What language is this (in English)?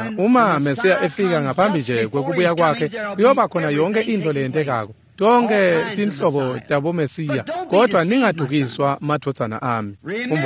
Swati